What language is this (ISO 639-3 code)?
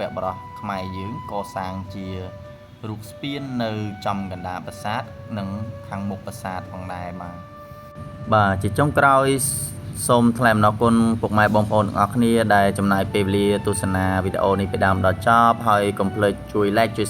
khm